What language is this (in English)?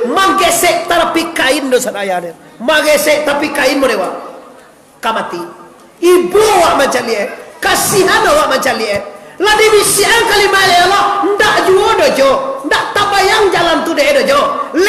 Minangkabau